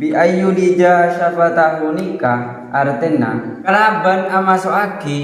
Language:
Madurese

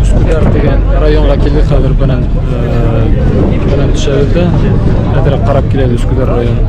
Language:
Bashkir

